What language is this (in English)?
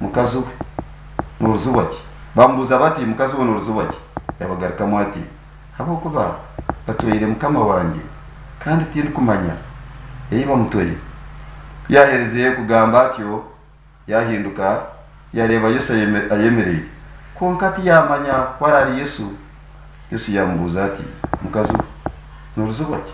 Nyankole